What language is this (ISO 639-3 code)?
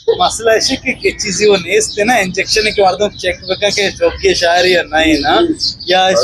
bgp